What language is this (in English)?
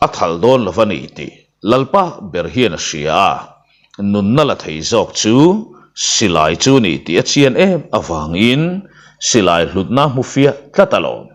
Mizo